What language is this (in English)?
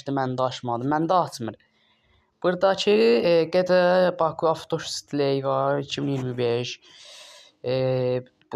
Azerbaijani